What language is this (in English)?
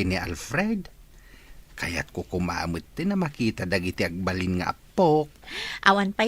Iloko